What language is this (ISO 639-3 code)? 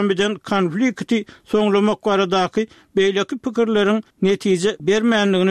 tuk